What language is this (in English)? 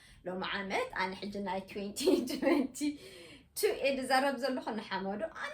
Tigrinya